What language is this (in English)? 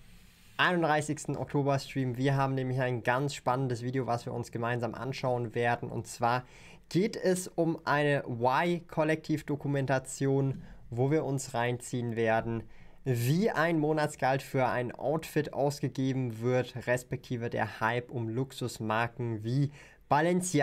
German